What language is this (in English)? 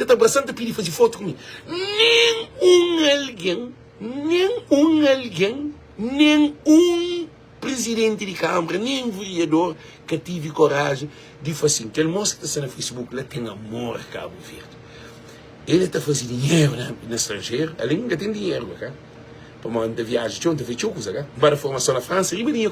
Kabuverdianu